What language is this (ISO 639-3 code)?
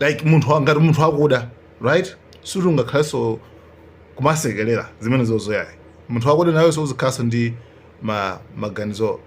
nya